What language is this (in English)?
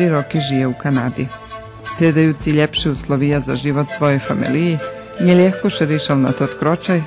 Rusyn